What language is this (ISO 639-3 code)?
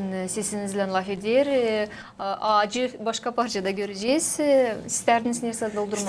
gag